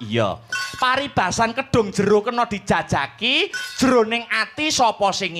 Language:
Javanese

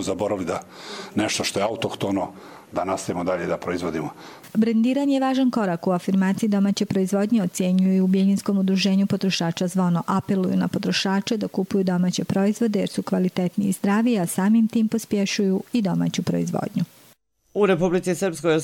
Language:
Bosnian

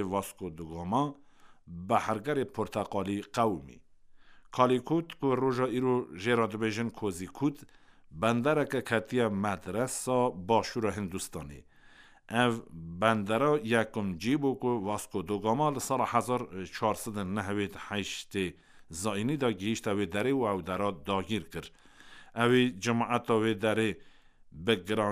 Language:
Kurdish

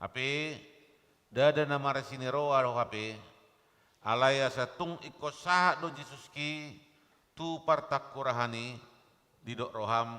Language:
Batak Toba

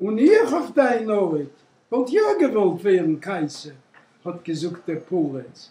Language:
Yiddish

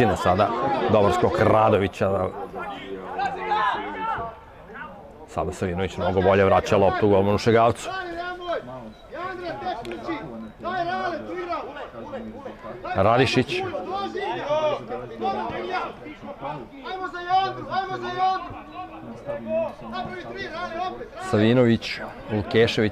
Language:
Serbian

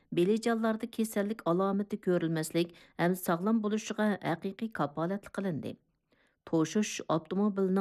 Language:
Uyghur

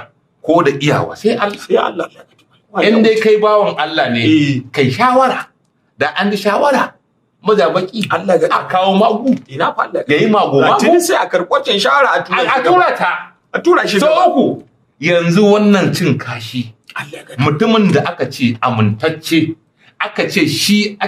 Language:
Hausa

